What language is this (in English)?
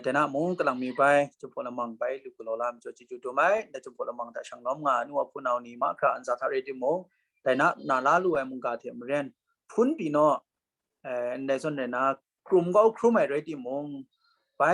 Kachin